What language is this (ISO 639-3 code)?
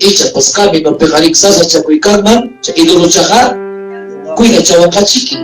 quy